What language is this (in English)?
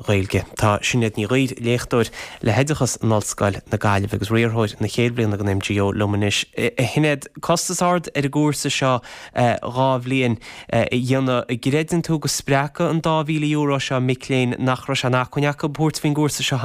Irish